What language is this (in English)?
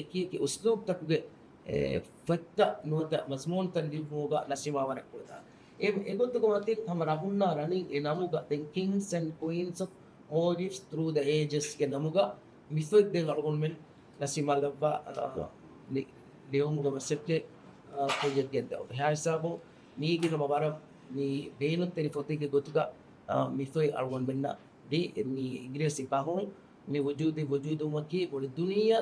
Divehi